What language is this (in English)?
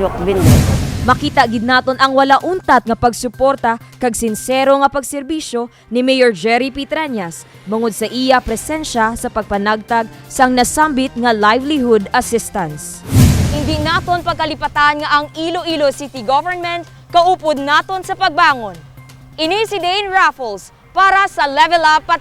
Hiligaynon